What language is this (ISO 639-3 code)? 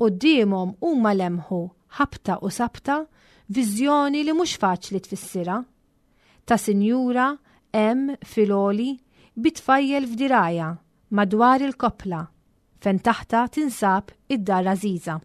mlt